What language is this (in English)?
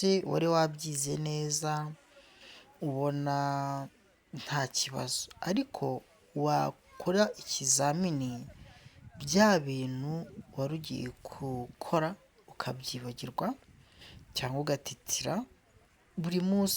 Kinyarwanda